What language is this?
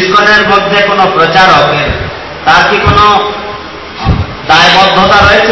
Bangla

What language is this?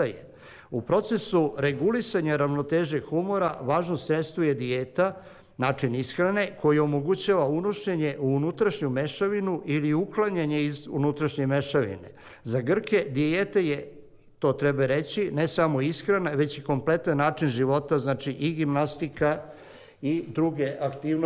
Serbian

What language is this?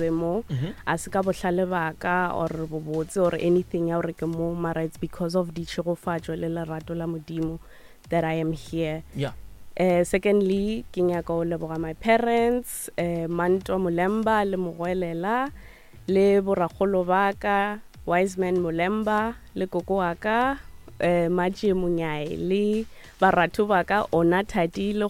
Northern Sotho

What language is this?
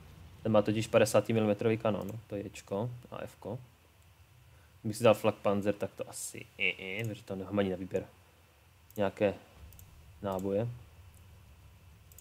Czech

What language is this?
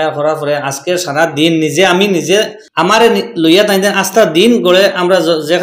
Sylheti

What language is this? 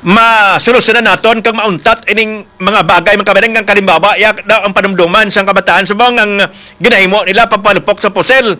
Hiligaynon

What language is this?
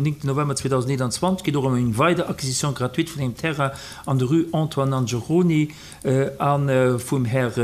Luxembourgish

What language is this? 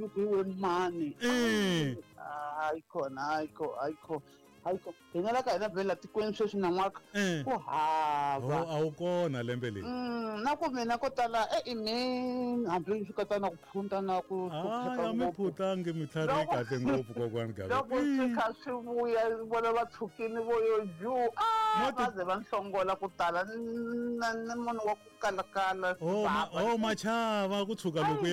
Tsonga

